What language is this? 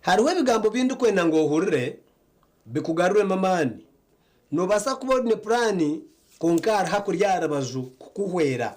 Nyankole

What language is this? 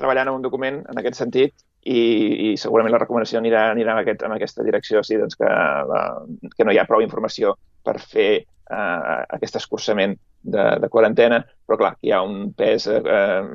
Catalan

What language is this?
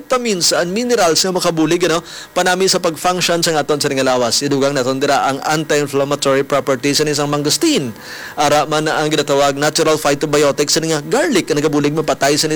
Hiligaynon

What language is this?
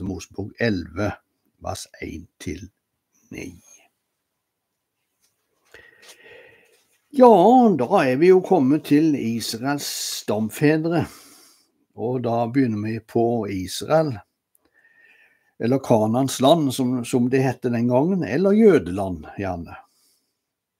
Norwegian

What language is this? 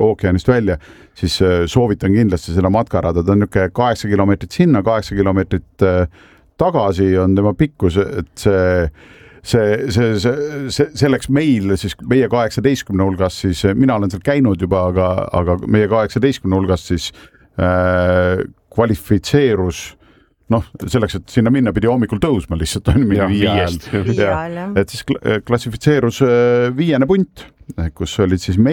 Estonian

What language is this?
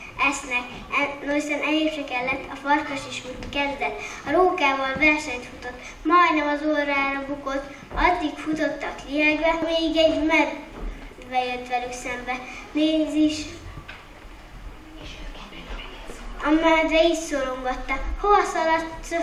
Hungarian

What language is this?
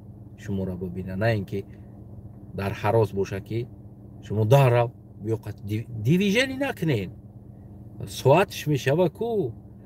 Tajik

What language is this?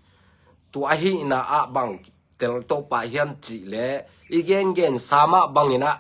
Tedim Chin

